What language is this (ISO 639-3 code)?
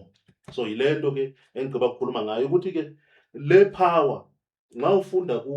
zul